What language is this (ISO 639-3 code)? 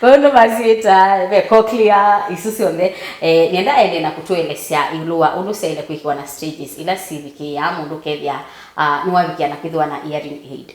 kam